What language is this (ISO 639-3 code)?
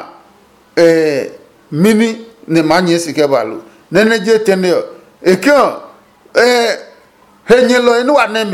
ada